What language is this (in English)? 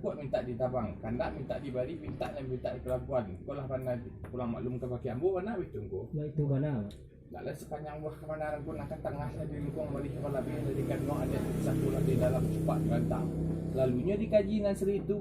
Minangkabau